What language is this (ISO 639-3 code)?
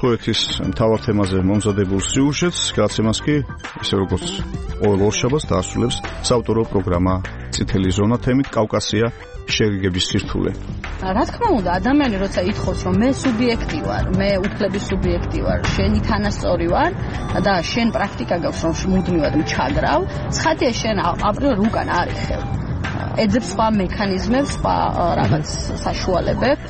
kat